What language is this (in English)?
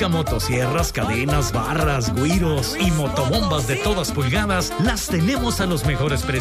Spanish